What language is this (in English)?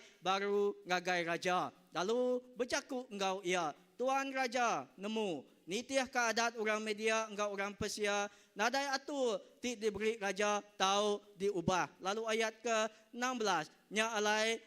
Iban